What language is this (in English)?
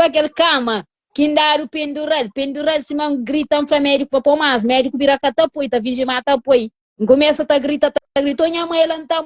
Kabuverdianu